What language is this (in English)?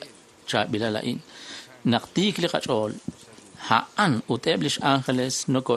Kekchí